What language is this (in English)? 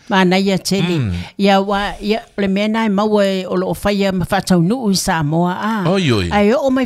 Samoan